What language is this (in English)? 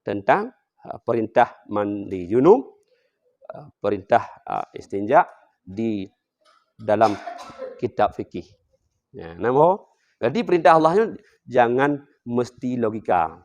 Achinese